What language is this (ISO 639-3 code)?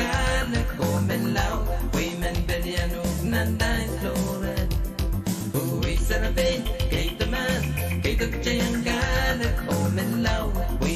pon